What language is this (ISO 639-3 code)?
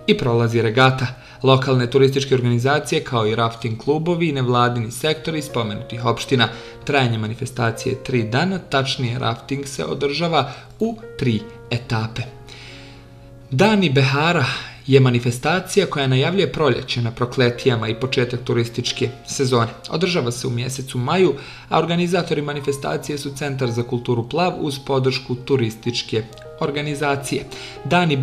bos